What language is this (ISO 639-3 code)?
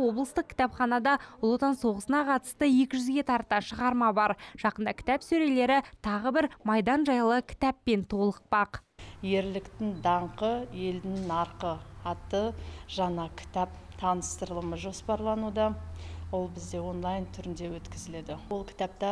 kaz